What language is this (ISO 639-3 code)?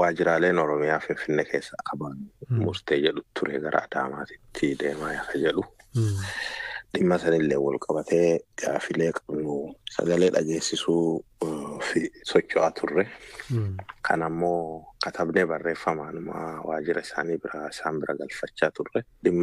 orm